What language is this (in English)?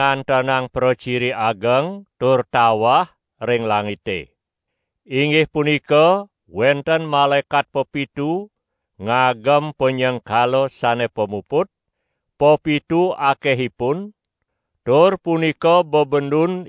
Balinese